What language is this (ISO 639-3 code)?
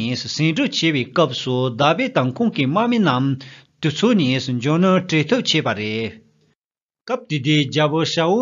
bod